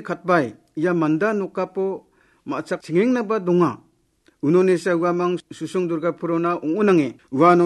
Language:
Garo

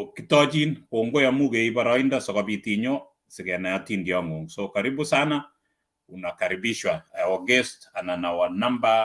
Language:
Kalenjin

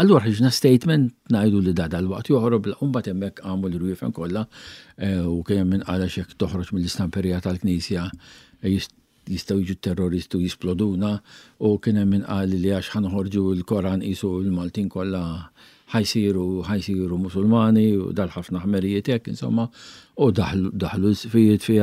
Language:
Maltese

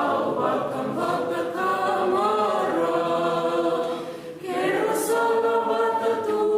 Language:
Fijian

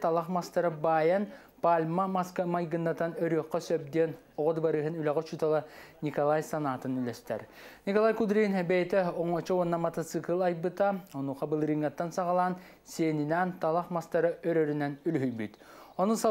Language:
Yakut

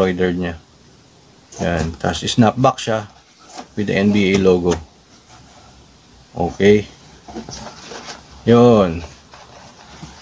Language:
Filipino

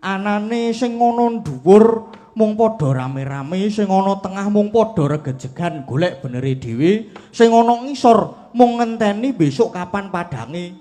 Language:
Javanese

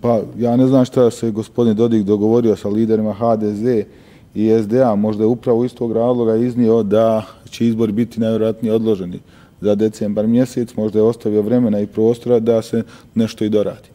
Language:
Bosnian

